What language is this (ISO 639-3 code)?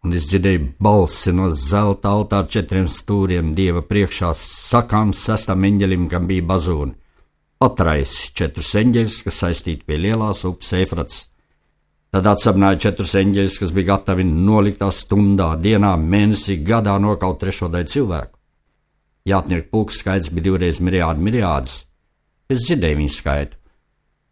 lav